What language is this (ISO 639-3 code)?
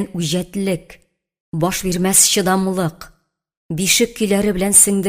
tat